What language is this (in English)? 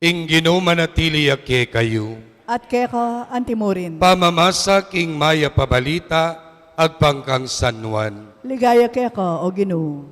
Pampanga